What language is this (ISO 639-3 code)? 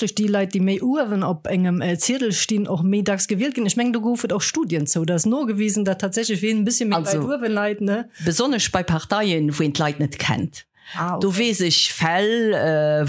ltz